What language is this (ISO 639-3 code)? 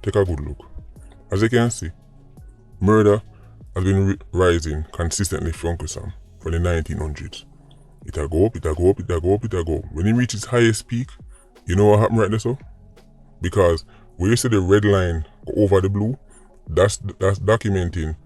jam